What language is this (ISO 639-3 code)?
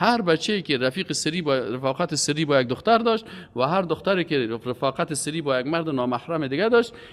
fas